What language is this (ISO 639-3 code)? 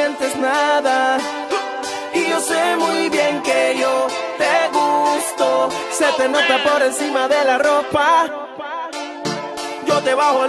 spa